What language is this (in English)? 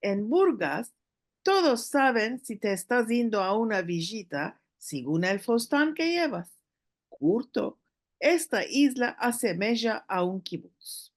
Ladino